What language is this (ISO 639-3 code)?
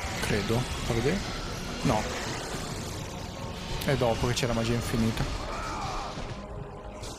ita